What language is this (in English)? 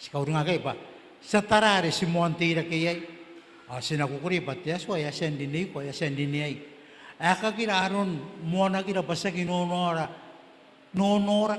Gilbertese